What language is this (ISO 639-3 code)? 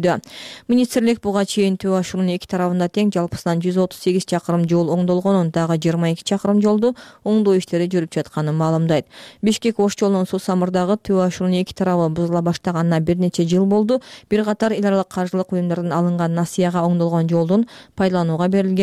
kir